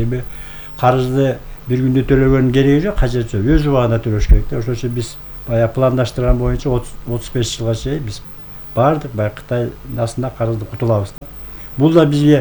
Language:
Kyrgyz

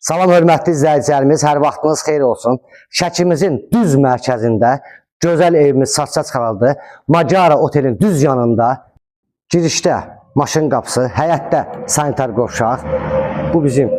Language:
Azerbaijani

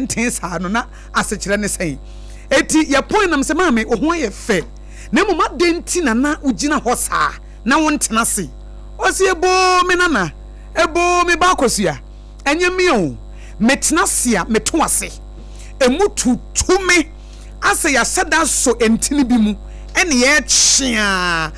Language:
Akan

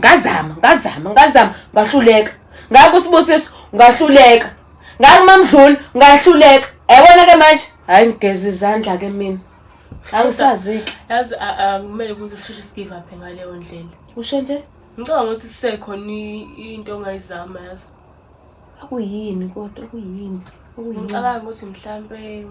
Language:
Zulu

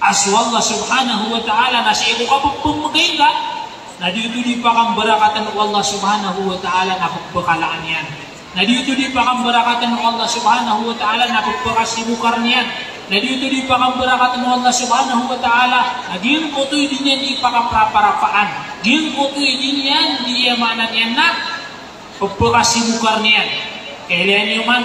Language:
Maranao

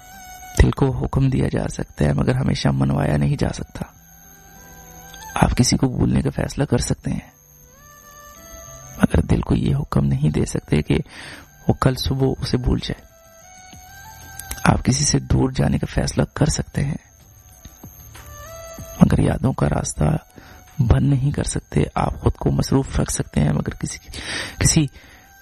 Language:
Urdu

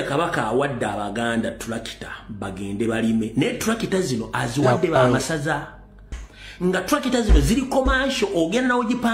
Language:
Ganda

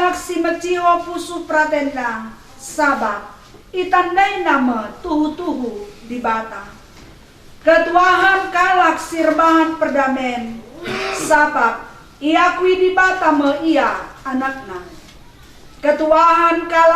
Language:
Batak Karo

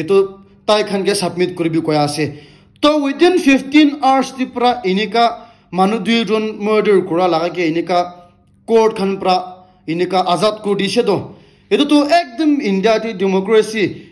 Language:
Naga Pidgin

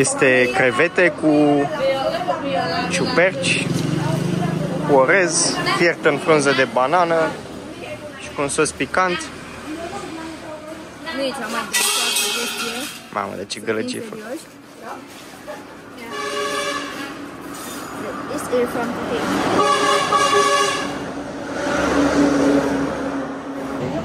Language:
Romanian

